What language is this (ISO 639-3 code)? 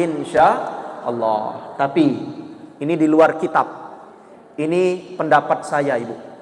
mui